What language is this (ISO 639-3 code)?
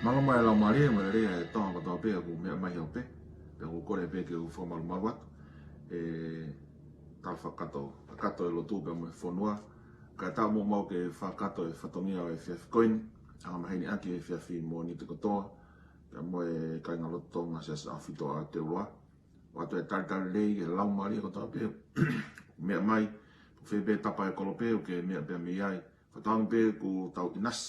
ton